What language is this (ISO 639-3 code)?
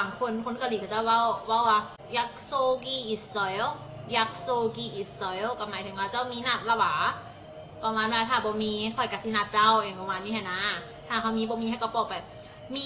lao